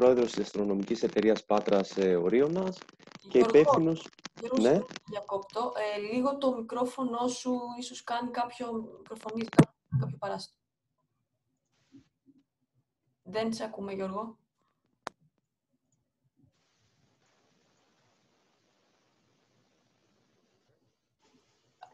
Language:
Greek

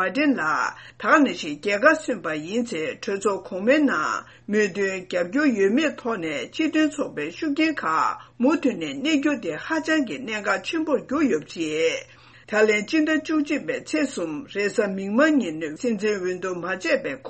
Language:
Tibetan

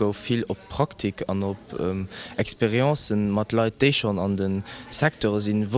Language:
Luxembourgish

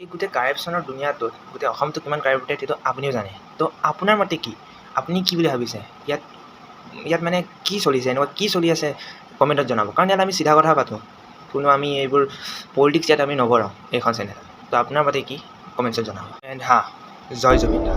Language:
Assamese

